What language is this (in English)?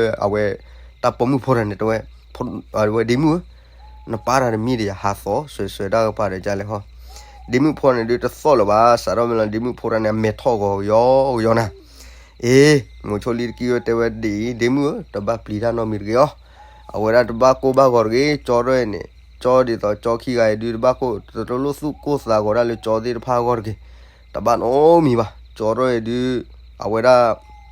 S'gaw Karen